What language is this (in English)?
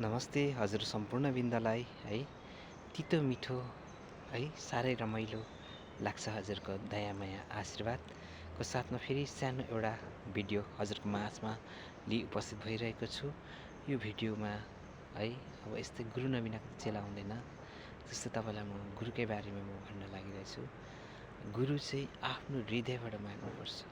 Nepali